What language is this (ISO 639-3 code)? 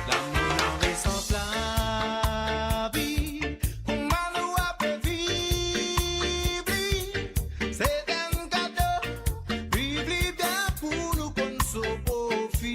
mfe